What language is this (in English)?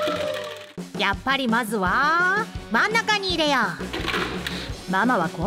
Japanese